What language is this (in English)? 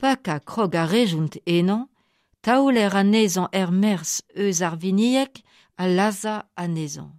Breton